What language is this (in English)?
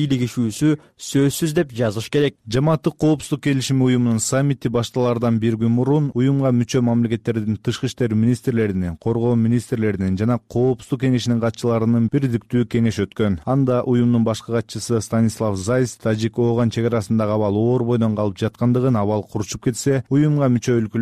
Kyrgyz